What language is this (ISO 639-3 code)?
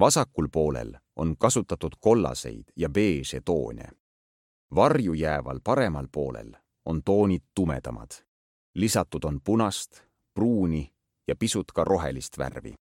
est